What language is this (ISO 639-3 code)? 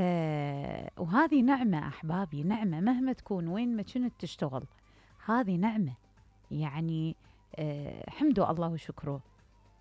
acm